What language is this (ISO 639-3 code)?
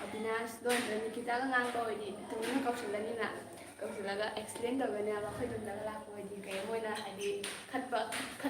mni